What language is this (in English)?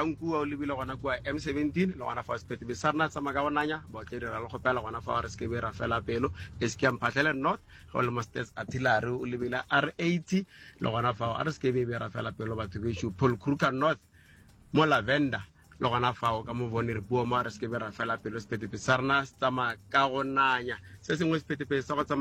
Northern Sotho